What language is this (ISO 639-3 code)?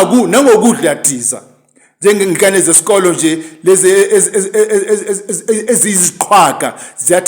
zul